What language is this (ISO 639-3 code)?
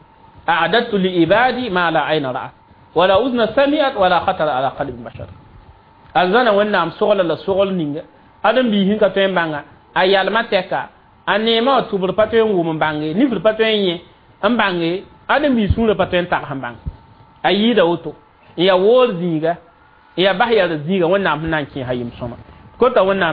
mos